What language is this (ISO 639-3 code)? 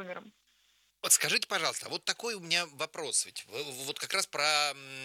rus